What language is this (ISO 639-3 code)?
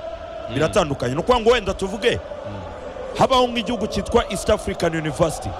kin